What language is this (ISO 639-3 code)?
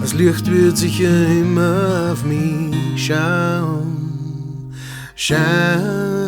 bar